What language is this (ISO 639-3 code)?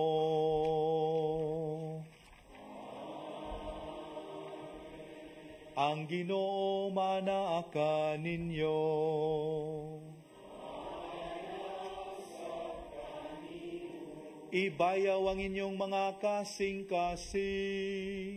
ceb